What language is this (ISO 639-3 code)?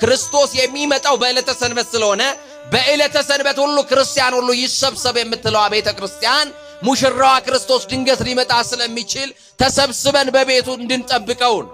amh